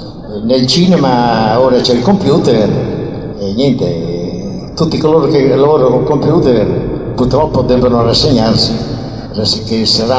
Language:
Italian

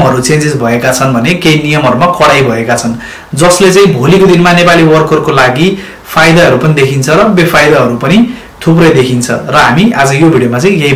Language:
Nepali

